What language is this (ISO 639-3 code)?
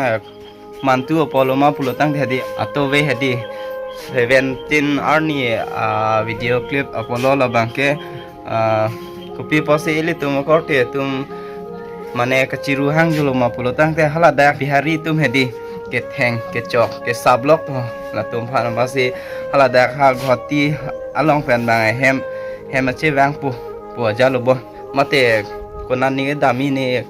mjw